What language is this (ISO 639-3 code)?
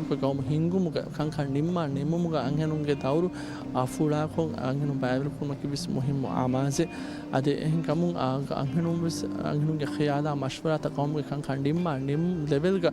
div